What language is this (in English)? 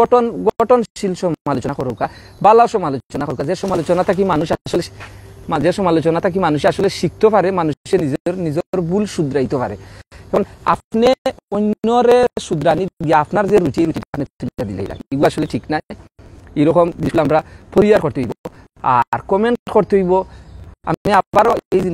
Sylheti